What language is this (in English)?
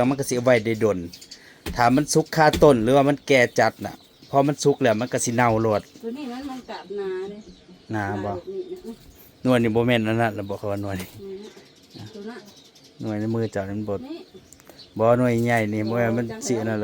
Northeastern Thai